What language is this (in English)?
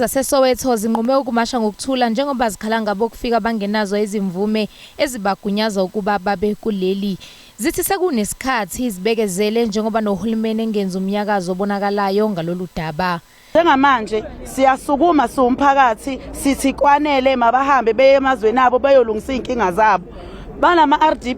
Zulu